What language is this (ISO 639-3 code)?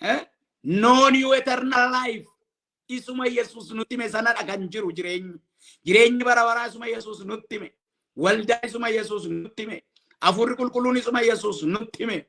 orm